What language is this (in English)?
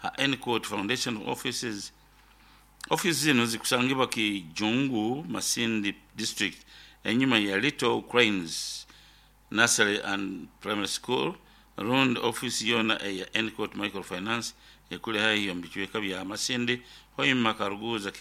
Nyoro